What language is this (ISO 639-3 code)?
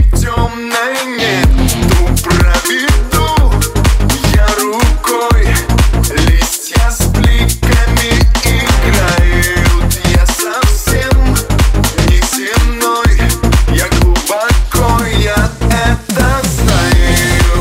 rus